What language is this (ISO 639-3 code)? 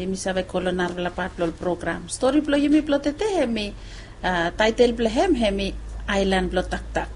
bis